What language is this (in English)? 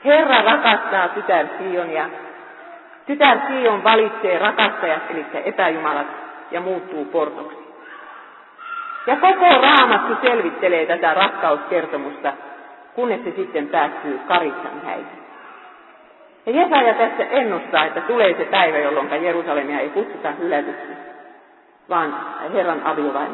Finnish